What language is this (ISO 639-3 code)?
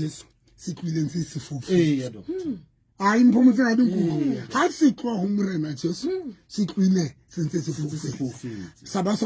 sot